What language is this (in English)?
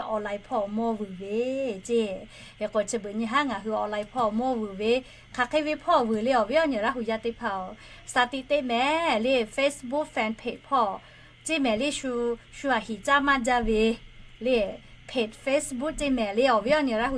Lahu